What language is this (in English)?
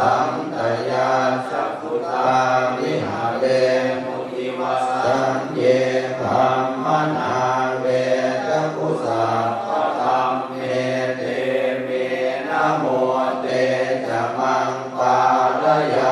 Pali